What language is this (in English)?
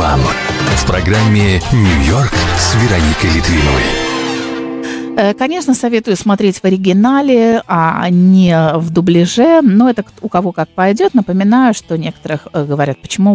Russian